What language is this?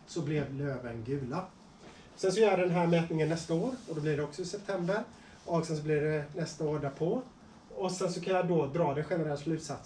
Swedish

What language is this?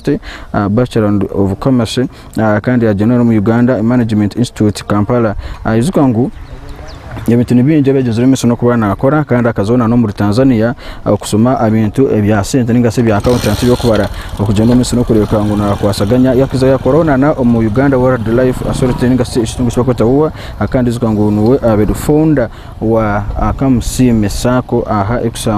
Nyankole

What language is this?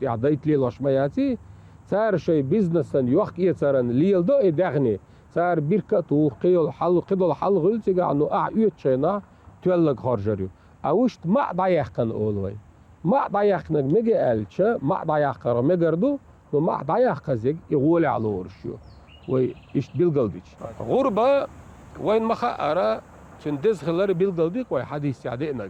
Chechen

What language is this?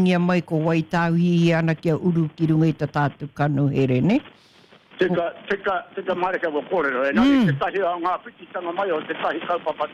Māori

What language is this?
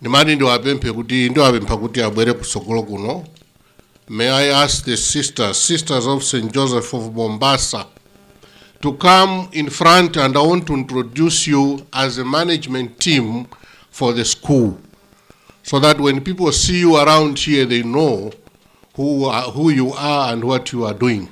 Nyanja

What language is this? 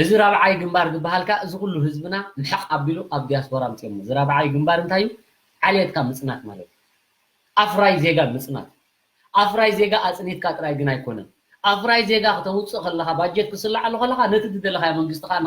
Tigrinya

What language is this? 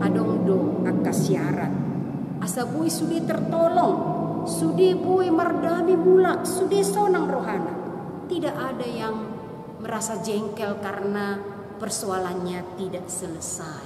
Batak Toba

